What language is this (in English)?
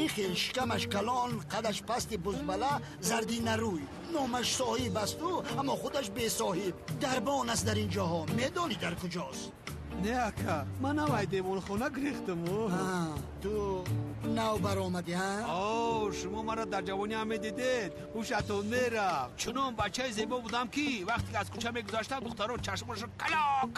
Tajik